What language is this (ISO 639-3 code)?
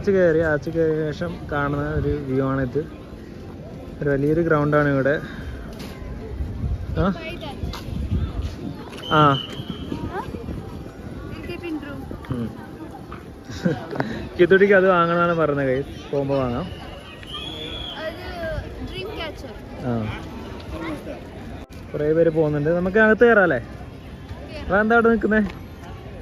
mal